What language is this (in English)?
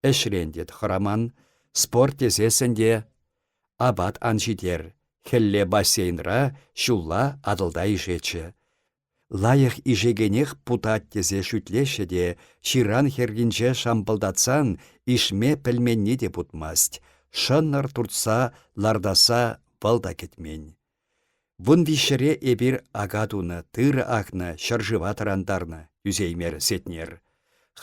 Chuvash